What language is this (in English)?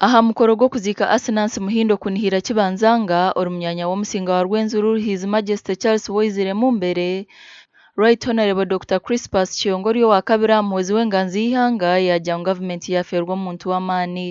Nyankole